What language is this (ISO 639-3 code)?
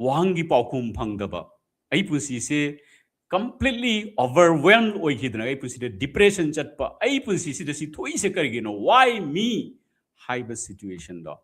mni